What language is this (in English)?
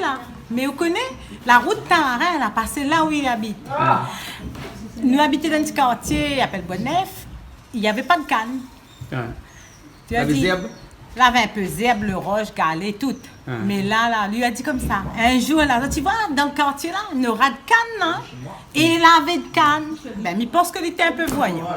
Réunion Creole French